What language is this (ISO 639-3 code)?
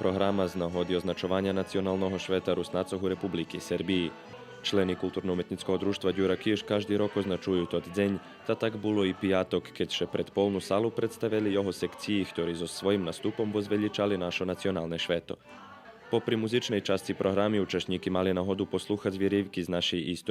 rue